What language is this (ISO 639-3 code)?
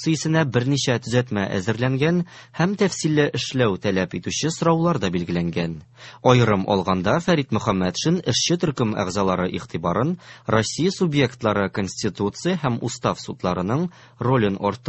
tat